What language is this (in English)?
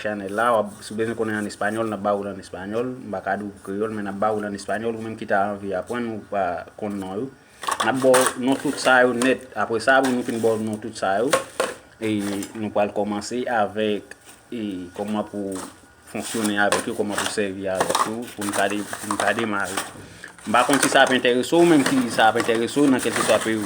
Haitian Creole